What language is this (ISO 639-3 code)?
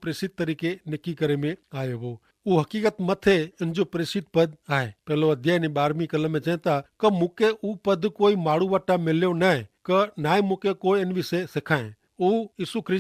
kfr